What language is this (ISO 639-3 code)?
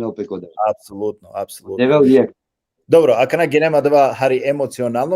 rmn